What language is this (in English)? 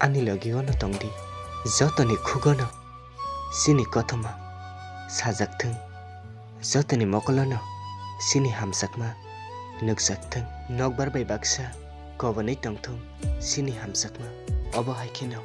Kok Borok